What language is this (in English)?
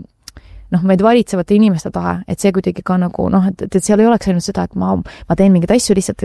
Estonian